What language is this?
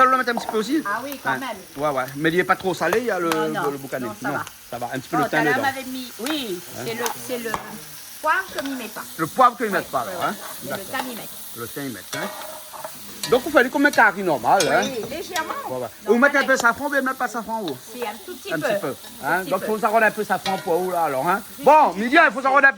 Réunion Creole French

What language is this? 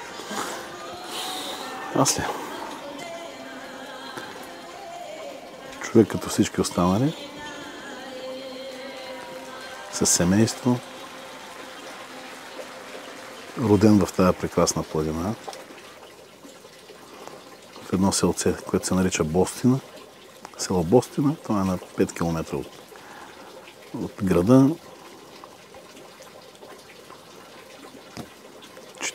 Bulgarian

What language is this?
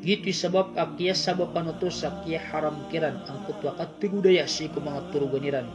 Maranao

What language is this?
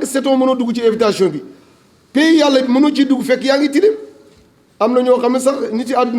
Wolof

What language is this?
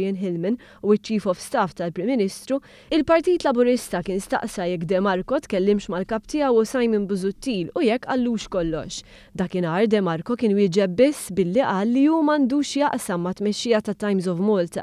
Maltese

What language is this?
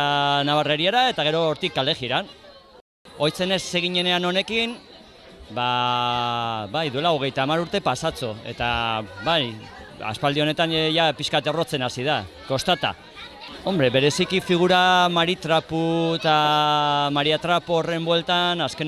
Basque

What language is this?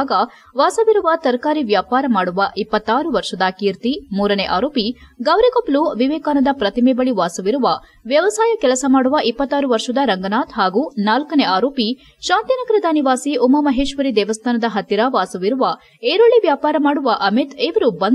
Kannada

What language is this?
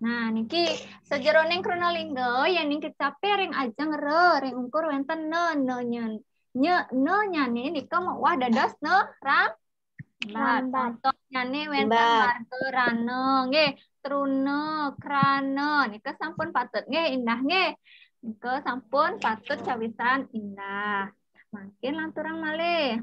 Balinese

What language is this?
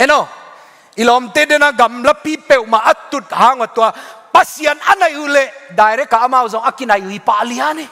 Tedim Chin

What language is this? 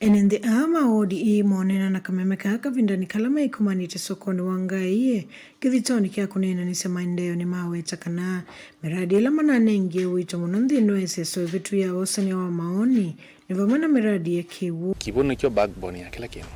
Kamba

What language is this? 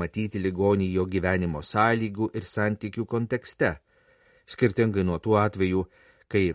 Lithuanian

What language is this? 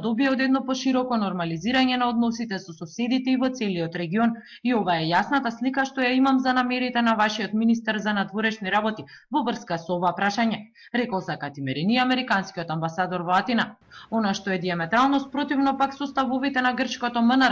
Macedonian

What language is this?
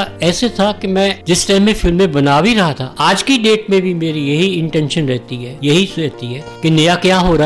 Hindi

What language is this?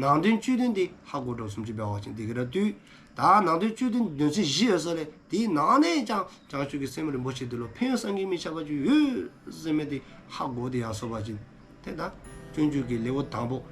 Dzongkha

